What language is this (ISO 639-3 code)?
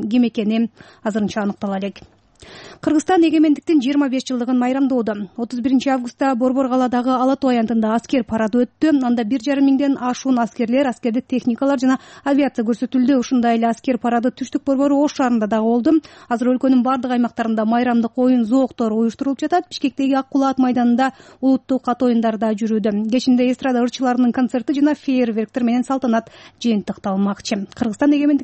kir